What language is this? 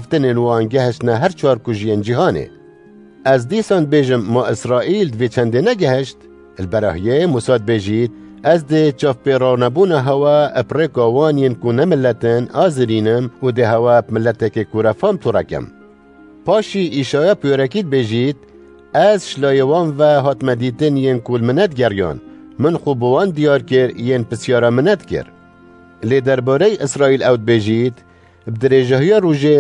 Kurdish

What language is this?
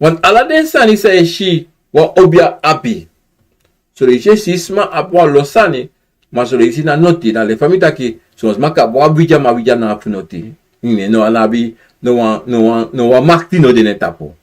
Sranan Tongo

